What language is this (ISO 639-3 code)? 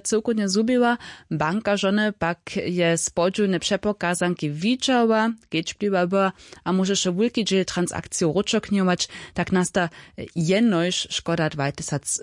hsb